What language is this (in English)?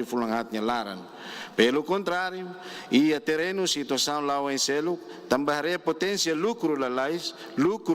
Tetum